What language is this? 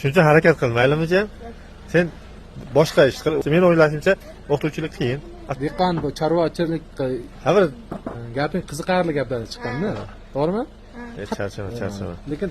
Uzbek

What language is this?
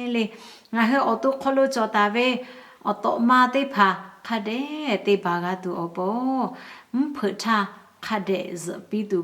Lahu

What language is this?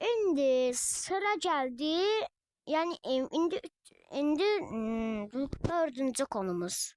Azerbaijani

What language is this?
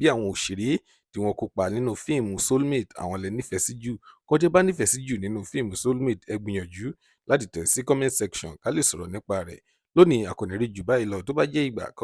Yoruba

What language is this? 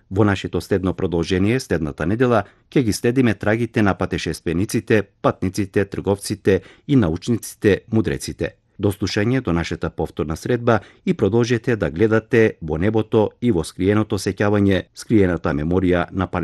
Macedonian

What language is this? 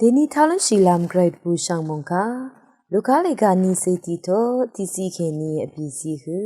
Rawang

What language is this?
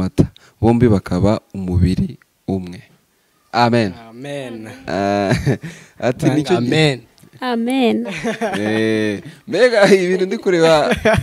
Kinyarwanda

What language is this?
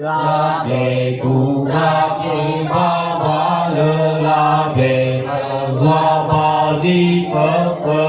Nias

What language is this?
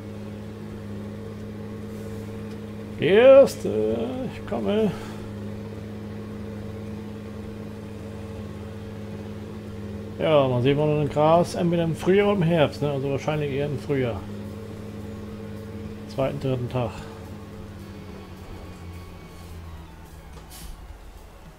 German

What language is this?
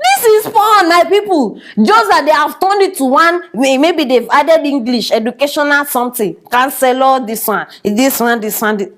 Nigerian Pidgin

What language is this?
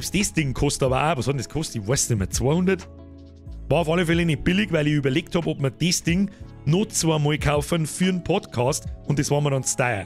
Bavarian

